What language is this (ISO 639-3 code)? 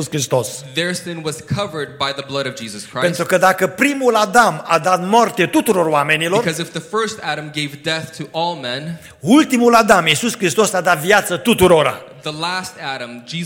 ron